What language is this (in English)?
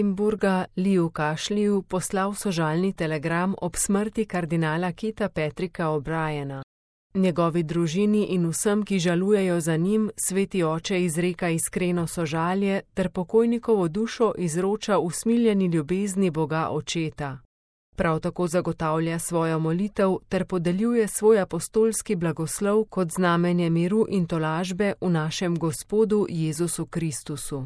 Slovenian